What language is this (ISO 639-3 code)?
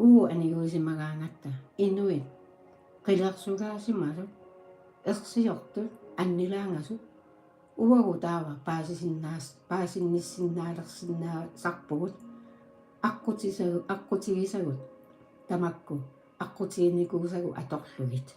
kal